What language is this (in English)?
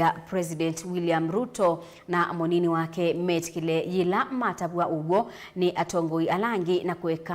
Kamba